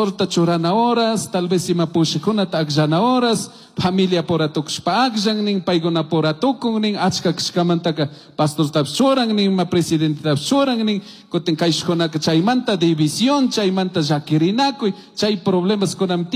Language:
Chimborazo Highland Quichua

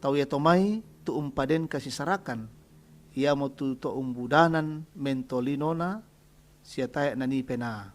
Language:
Toraja-Sa'dan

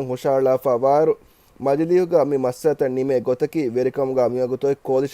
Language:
Divehi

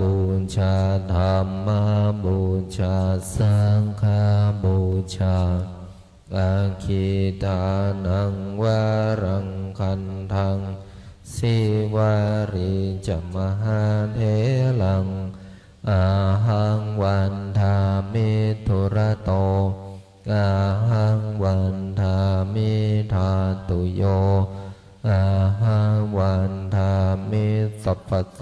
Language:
Pali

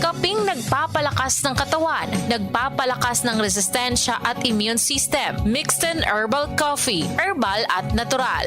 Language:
Bikol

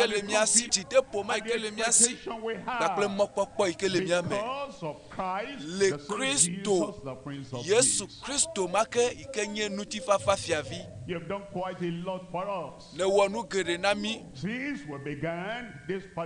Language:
Ewe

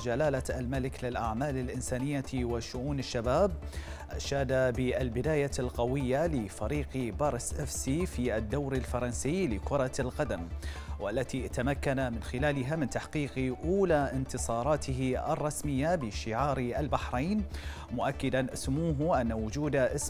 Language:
Arabic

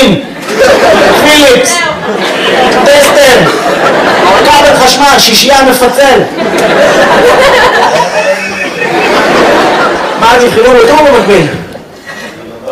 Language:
Hebrew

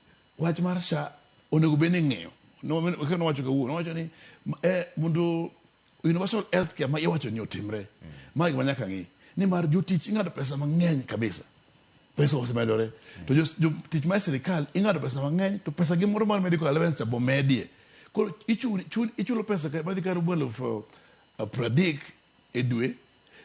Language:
Luo (Kenya and Tanzania)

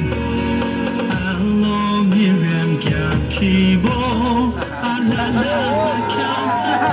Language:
Yimchungru Naga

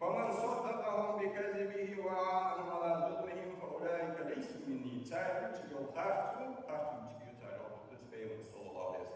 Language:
Ingush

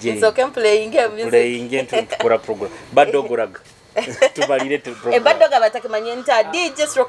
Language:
Nyoro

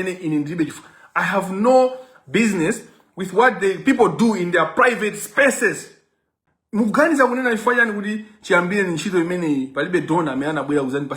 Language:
Nyanja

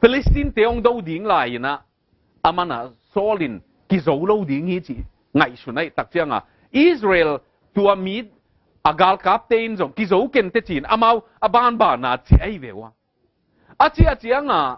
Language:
Tedim Chin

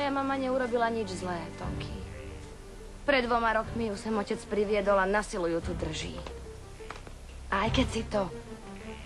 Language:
Slovak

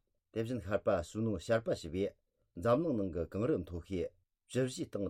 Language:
Tibetan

